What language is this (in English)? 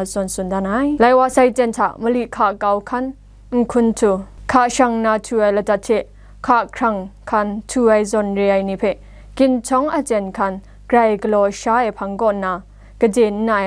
Kachin